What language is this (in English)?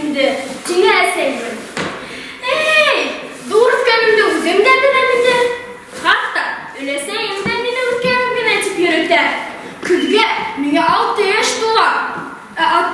Bashkir